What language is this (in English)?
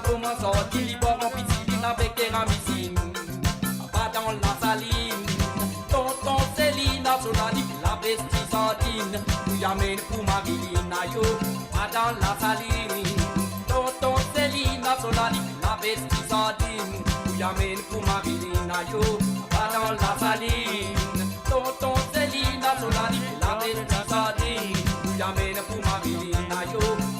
Morisyen